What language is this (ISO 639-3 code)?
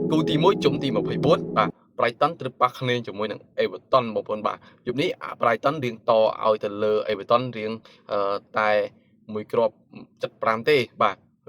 khm